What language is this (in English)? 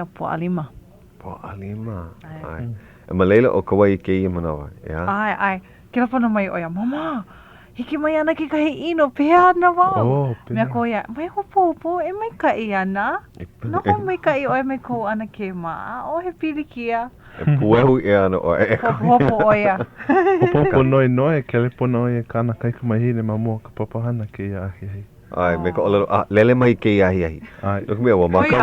Hawaiian